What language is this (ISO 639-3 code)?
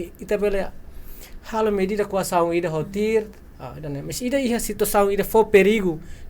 tet